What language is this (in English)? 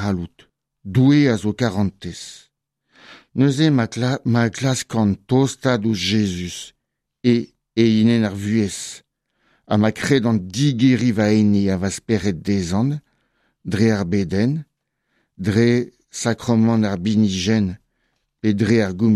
Breton